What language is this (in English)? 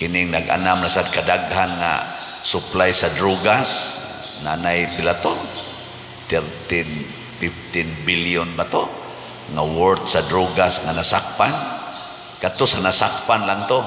Cebuano